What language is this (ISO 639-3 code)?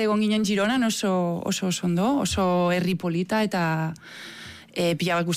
eus